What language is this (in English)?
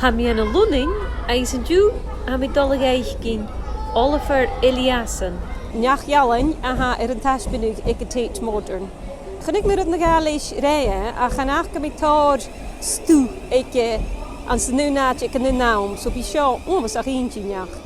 Scottish Gaelic